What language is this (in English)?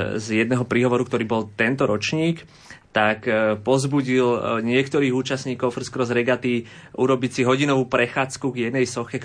Slovak